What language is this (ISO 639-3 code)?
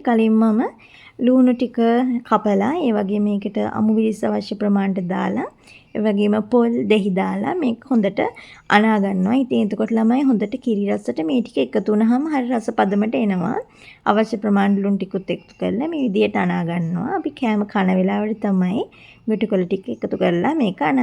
sin